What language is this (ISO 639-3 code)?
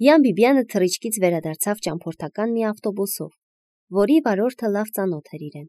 hye